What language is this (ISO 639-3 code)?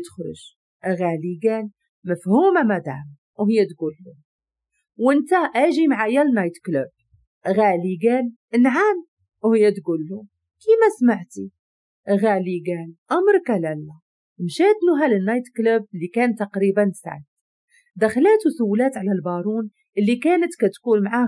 ary